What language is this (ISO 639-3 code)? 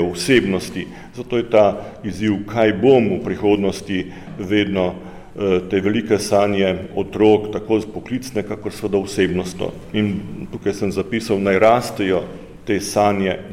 slv